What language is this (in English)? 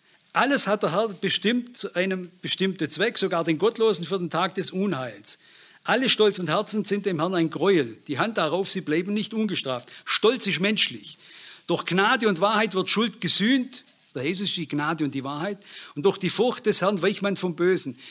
German